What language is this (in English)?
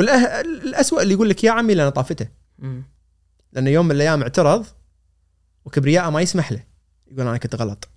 Gulf Arabic